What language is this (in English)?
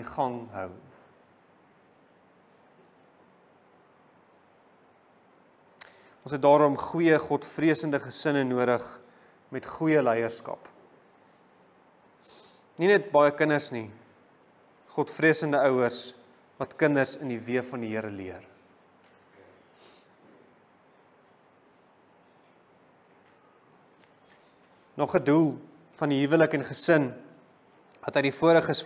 Afrikaans